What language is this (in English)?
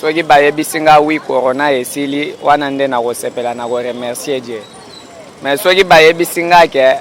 Lingala